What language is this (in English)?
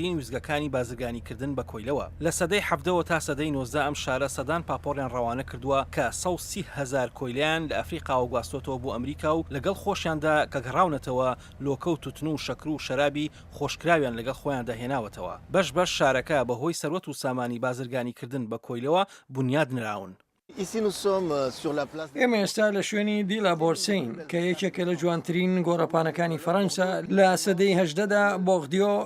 Central Kurdish